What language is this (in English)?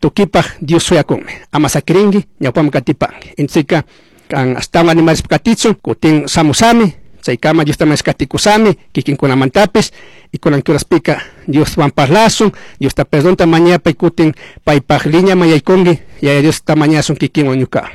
Chimborazo Highland Quichua